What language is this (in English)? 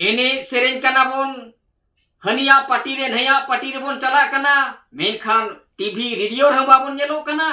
Santali